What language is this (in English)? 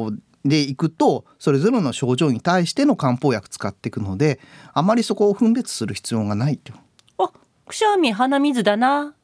Japanese